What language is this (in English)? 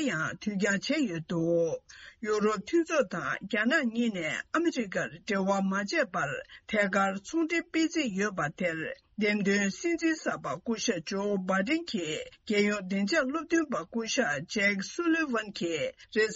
Tibetan